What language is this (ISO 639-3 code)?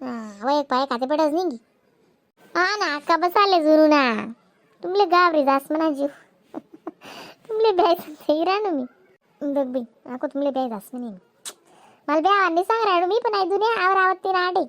khn